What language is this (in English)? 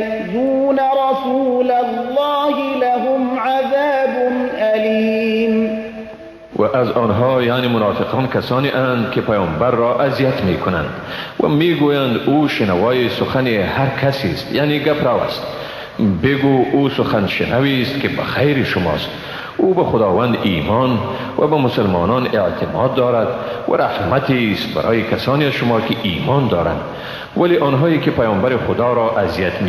Persian